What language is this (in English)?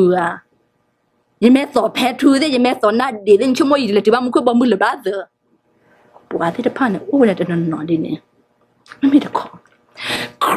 S'gaw Karen